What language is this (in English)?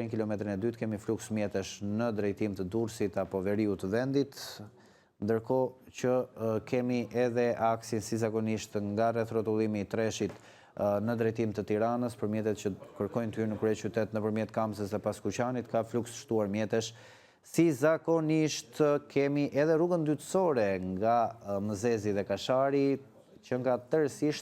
Albanian